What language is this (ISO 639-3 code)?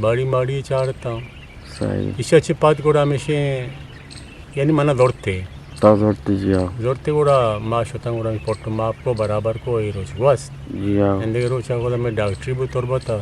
bgp